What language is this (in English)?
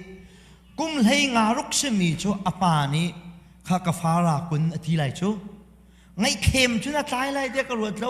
Hakha Chin